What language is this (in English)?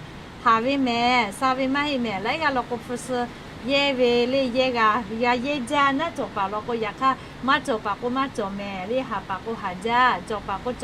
Lahu